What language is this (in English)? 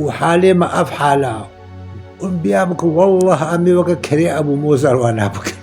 Kurdish